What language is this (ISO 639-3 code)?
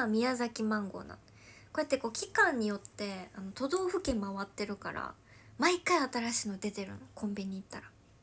jpn